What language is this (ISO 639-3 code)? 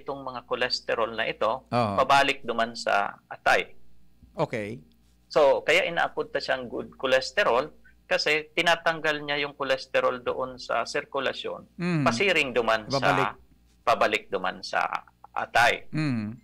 bik